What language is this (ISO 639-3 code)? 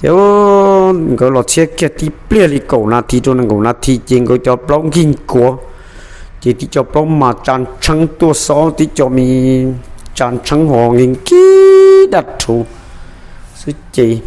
hmn